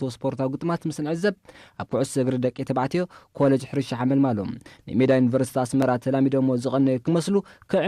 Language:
Tigrinya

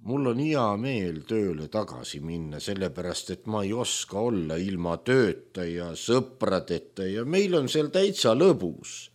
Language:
Estonian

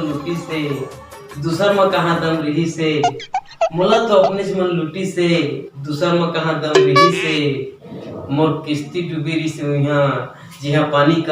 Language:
Chhattisgarhi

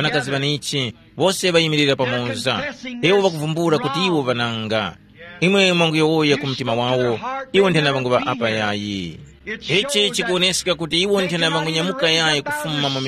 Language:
Tumbuka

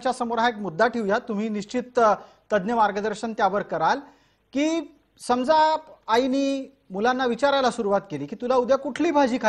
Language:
Marathi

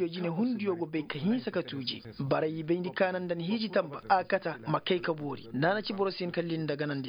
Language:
Koyraboro Senni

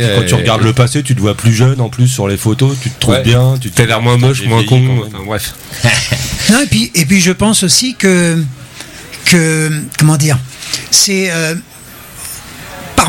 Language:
French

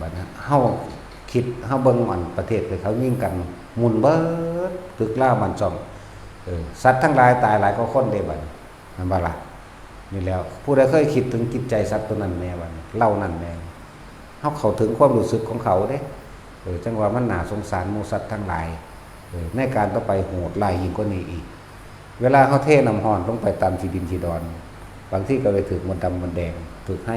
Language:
Northeastern Thai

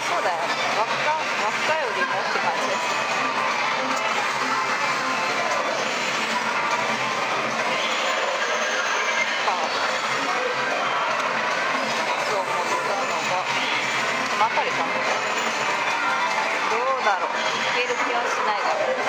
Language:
Japanese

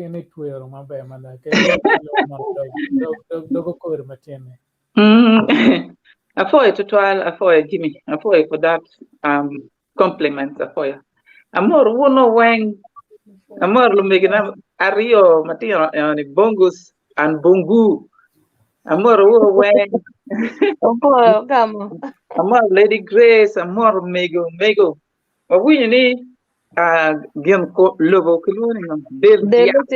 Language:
Acoli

